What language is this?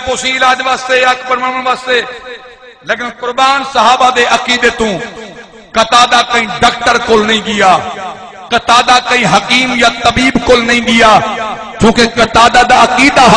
Saraiki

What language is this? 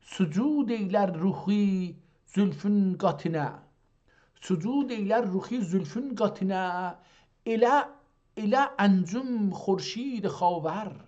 South Azerbaijani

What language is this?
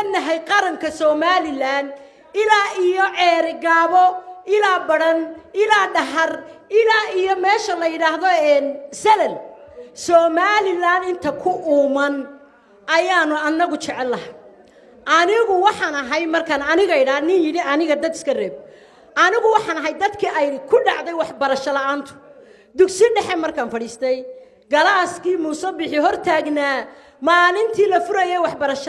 Somali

